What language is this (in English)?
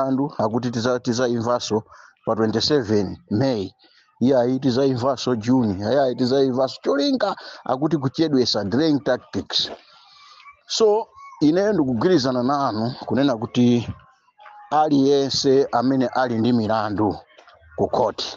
Nyanja